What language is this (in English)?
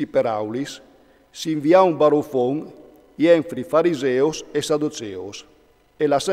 Friulian